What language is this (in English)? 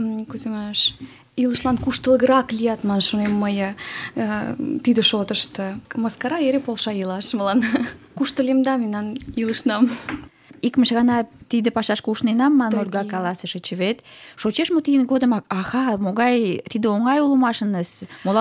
Mari